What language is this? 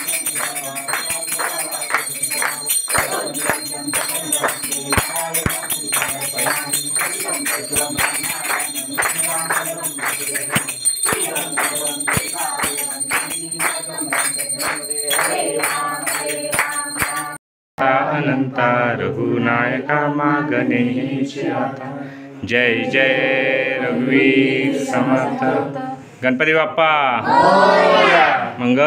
Marathi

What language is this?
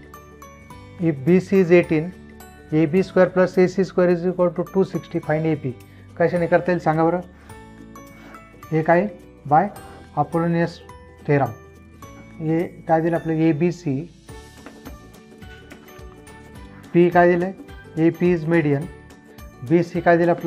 Marathi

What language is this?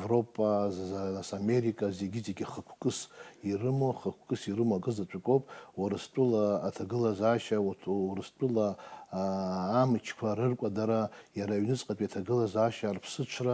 Abkhazian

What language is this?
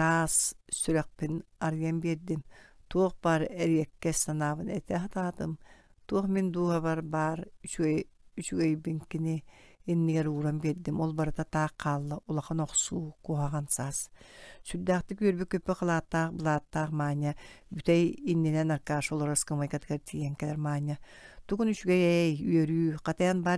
Yakut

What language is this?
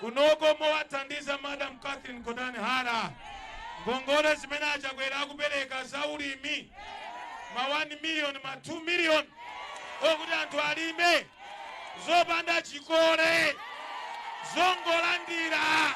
Nyanja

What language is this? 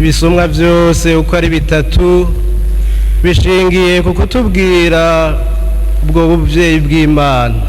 Rundi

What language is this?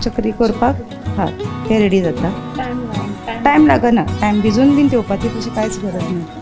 Konkani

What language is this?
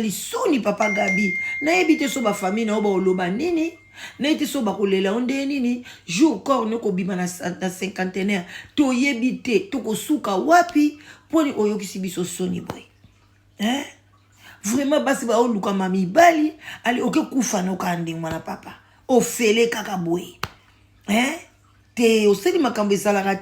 Lingala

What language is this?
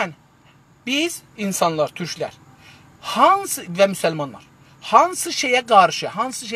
South Azerbaijani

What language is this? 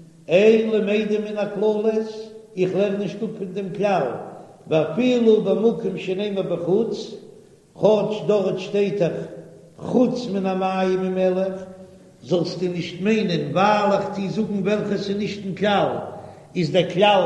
Yiddish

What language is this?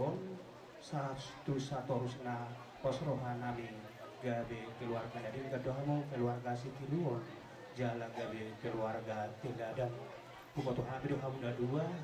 Batak Toba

